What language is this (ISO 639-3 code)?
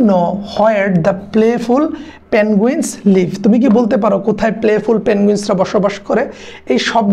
ben